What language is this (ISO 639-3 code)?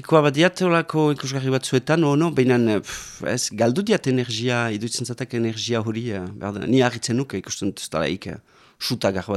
eus